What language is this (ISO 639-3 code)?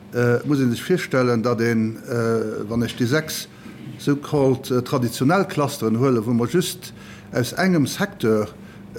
ltz